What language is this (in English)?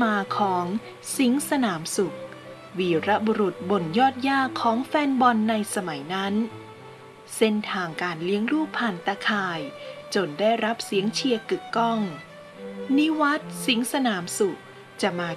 Thai